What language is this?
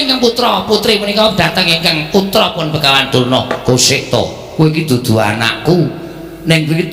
Javanese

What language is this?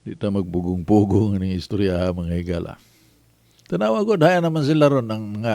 Cebuano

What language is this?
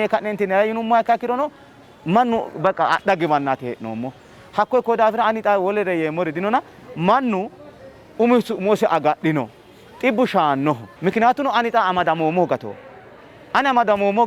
Sidamo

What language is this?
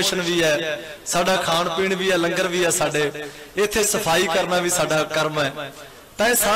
Punjabi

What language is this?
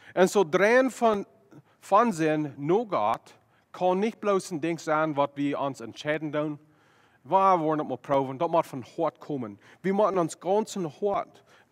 Plautdietsch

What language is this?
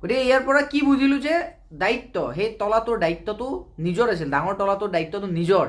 Assamese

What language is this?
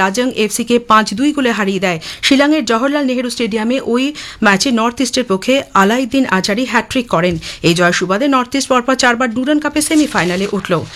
Bangla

